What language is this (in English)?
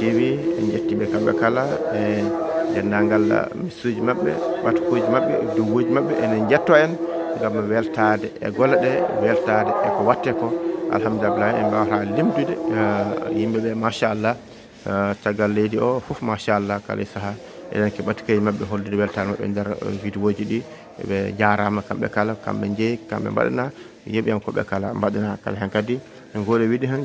Fula